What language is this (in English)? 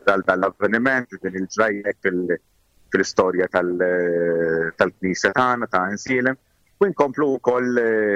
Maltese